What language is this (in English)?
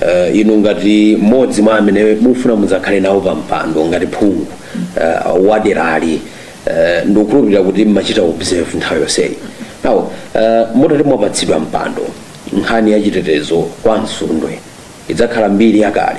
Nyanja